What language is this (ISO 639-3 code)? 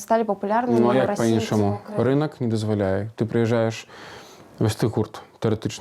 bel